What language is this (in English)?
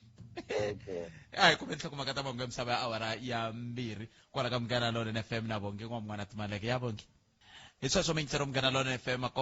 Tsonga